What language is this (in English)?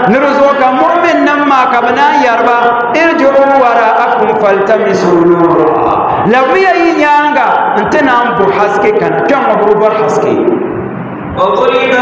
Dagbani